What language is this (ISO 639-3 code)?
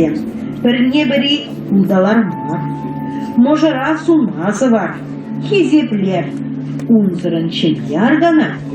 chv